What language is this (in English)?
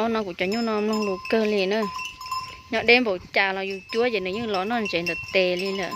Hmong